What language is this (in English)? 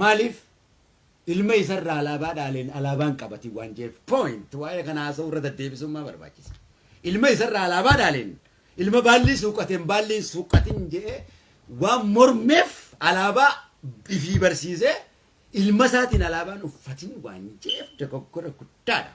Oromo